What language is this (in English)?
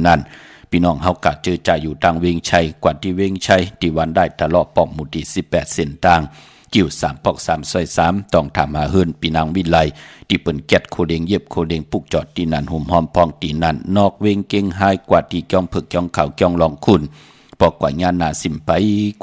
Shan